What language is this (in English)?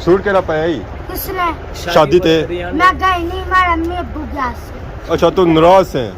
Pahari-Potwari